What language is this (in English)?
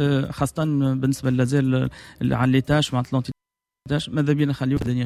Tunisian Arabic